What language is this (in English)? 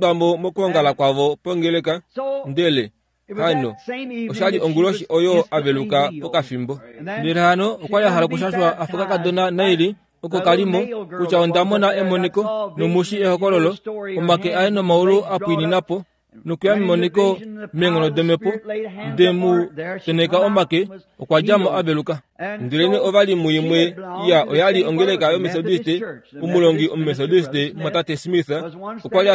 Kuanyama